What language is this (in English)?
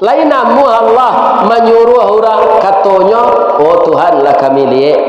Minangkabau